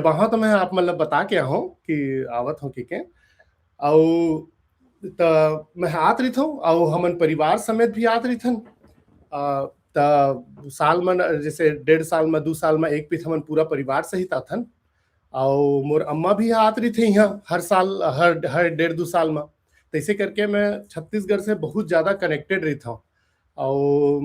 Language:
Chhattisgarhi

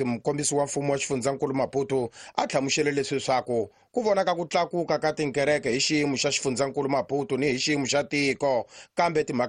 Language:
Tsonga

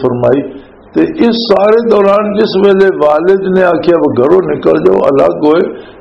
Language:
Western Panjabi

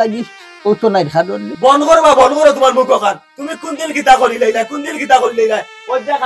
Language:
Sylheti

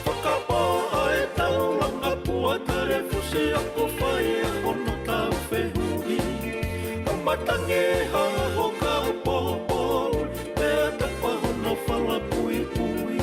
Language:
Tongan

